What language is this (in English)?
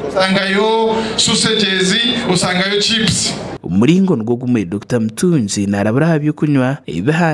Nyankole